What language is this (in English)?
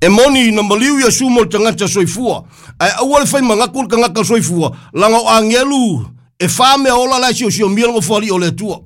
Samoan